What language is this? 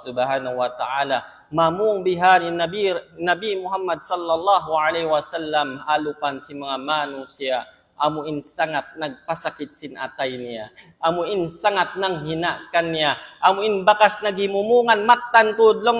Tausug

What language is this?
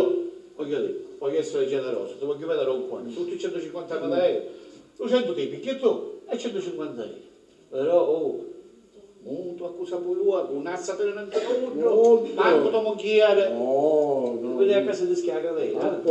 Sicilian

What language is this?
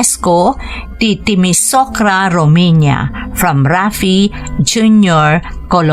Iloko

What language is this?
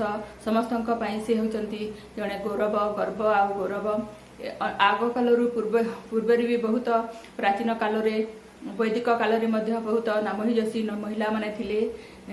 Odia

